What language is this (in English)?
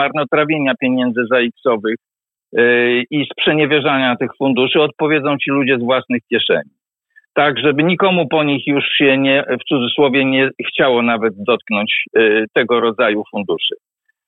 Polish